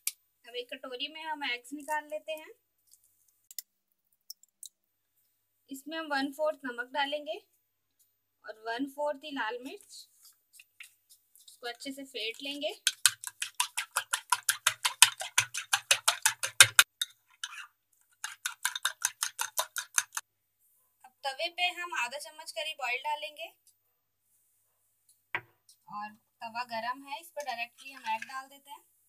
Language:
Hindi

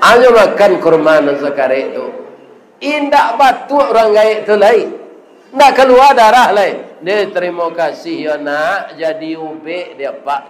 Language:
Minangkabau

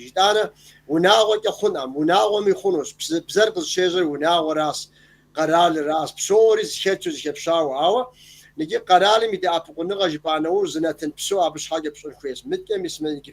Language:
Kabardian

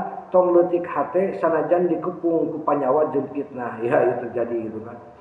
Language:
Sundanese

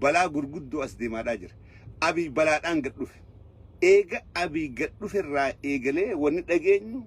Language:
Oromo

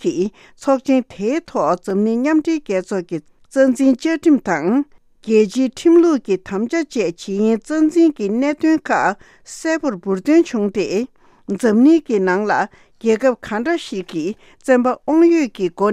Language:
Tibetan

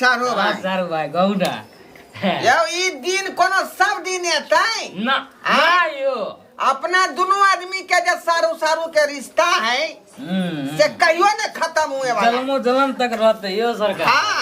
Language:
Maithili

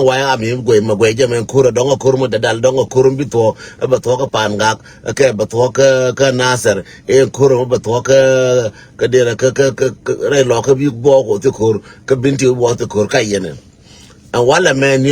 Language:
Nuer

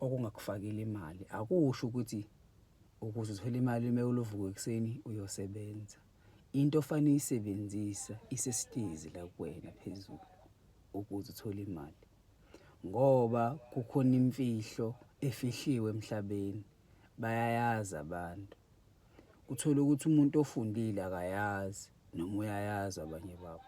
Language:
Zulu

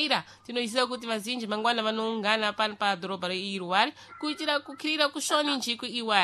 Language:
Sena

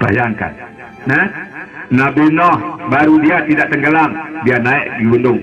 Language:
Sasak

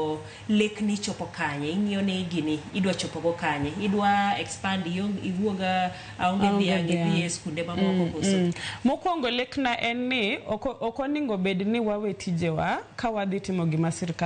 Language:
Luo (Kenya and Tanzania)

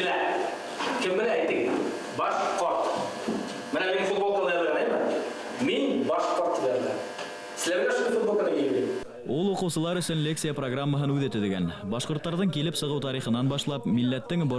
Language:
Bashkir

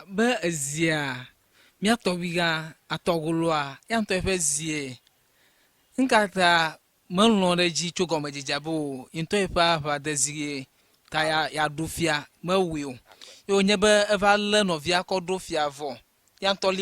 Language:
Ewe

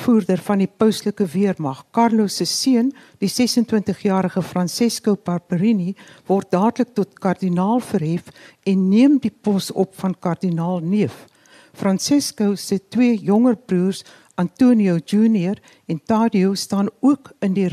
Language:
Afrikaans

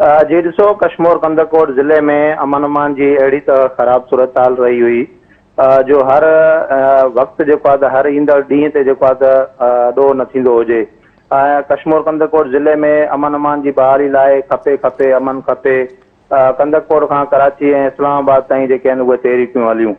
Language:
Sindhi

